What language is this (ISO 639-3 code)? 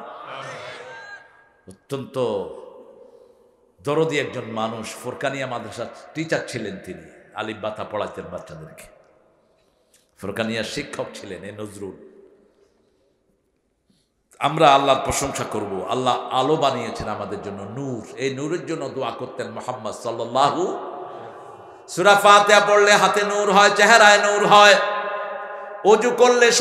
ben